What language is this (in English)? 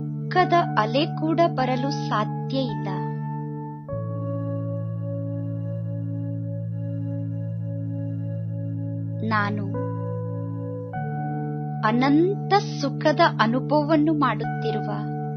Kannada